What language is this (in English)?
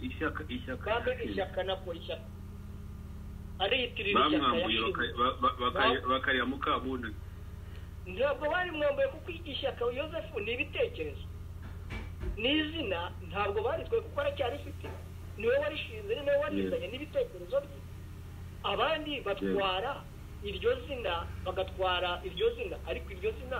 Kinyarwanda